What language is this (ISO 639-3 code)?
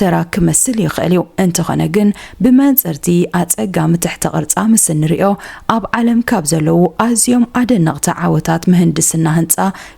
tir